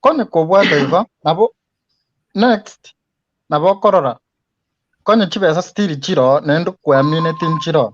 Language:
Gusii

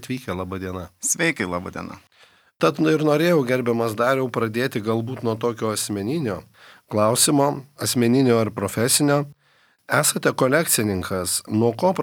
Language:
Lithuanian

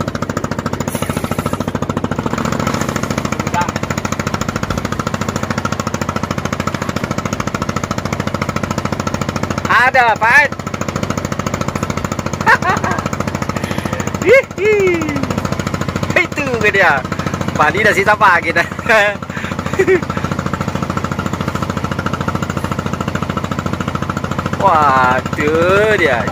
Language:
Malay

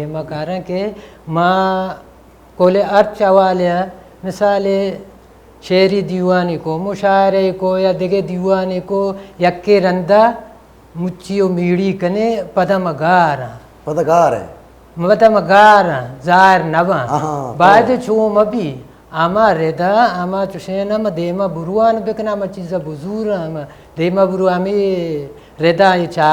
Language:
Baluchi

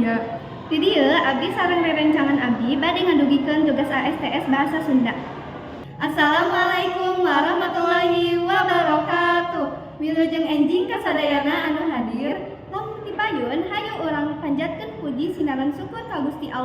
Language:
Sundanese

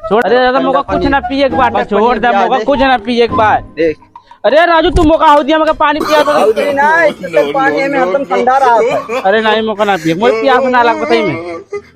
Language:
Awadhi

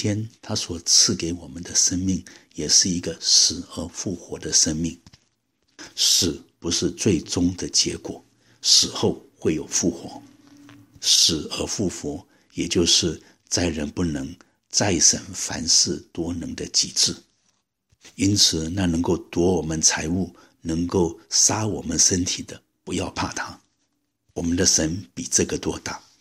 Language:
Chinese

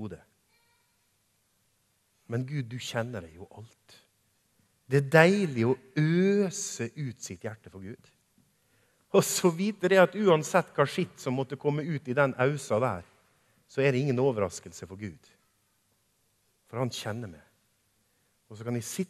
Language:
Norwegian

